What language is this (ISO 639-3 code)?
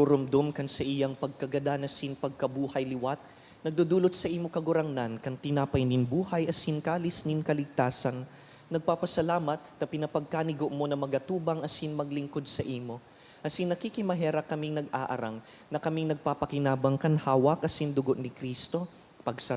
bik